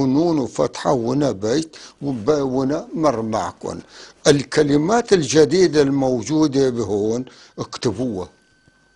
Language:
North Levantine Arabic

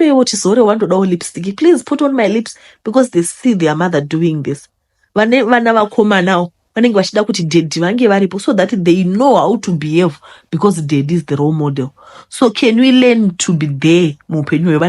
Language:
Shona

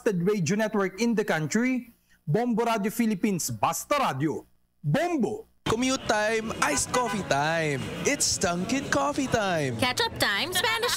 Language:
Filipino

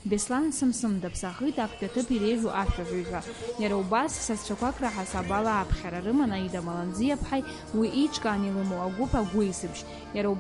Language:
Abkhazian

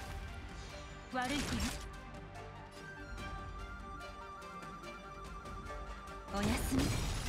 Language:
Japanese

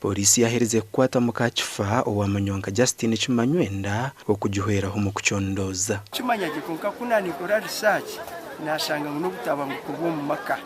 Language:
Nyankole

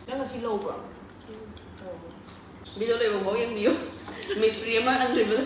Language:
Manipuri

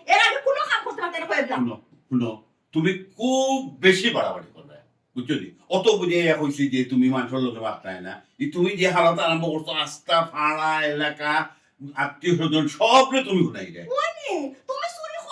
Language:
Sylheti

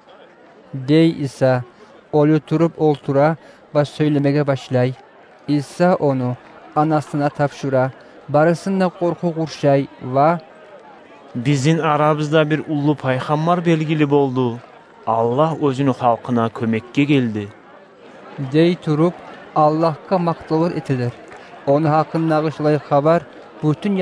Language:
Kumyk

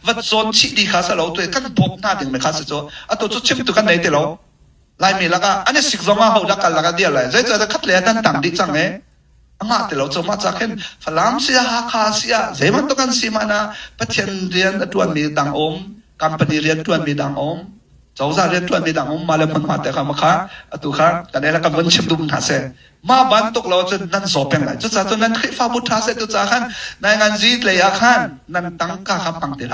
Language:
Hakha Chin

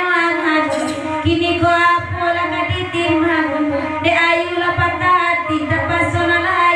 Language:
Minangkabau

